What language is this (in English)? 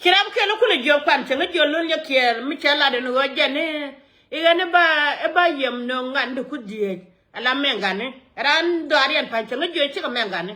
Nuer